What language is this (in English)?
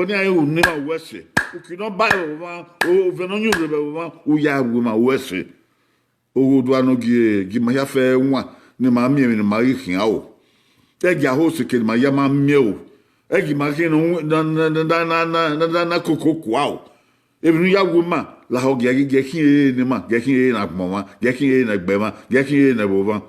Bini